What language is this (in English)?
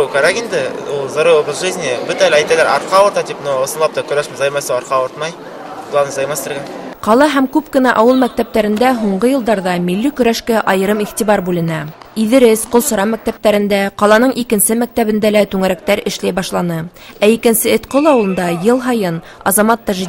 Bashkir